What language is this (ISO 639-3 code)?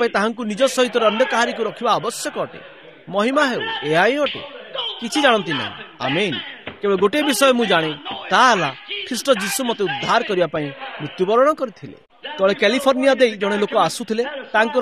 ori